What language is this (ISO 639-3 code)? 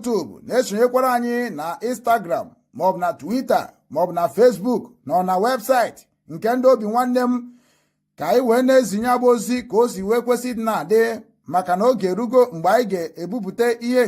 ibo